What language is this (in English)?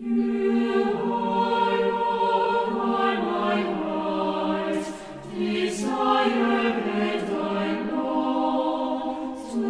South Bolivian Quechua